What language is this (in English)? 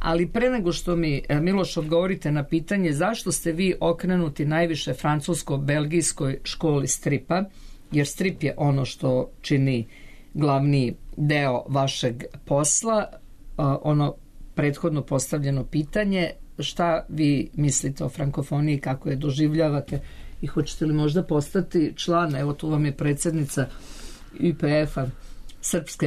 Serbian